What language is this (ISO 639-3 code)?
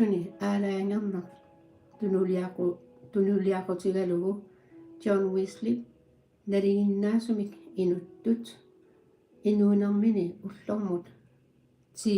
kal